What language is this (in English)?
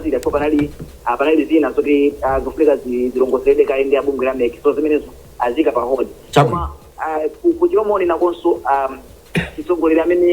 Nyanja